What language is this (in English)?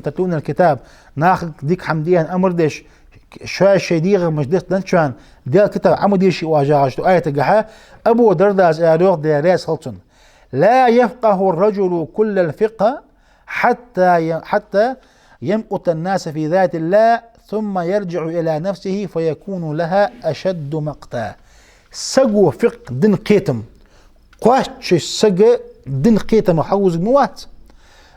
Ingush